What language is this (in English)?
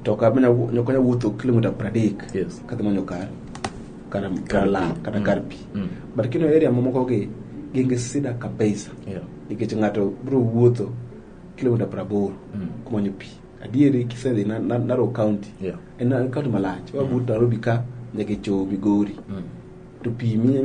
Luo (Kenya and Tanzania)